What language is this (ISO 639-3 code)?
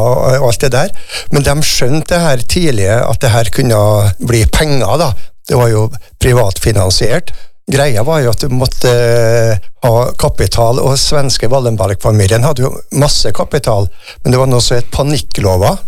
nor